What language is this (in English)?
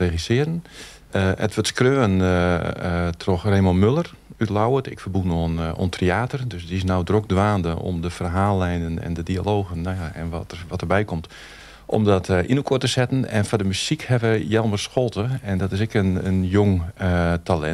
Western Frisian